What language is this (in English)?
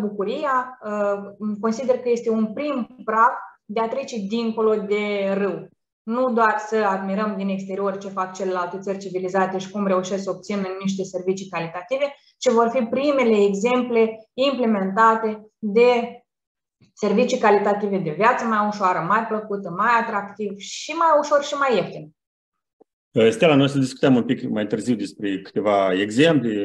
Romanian